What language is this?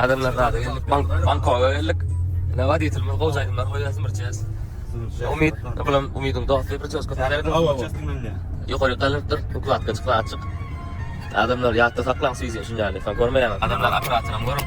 Turkmen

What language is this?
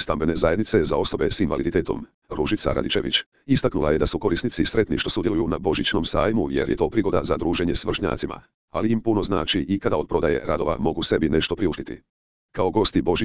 Croatian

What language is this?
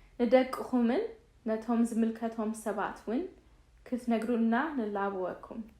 Tigrinya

